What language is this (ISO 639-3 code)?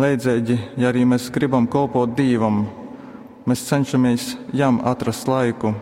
ltg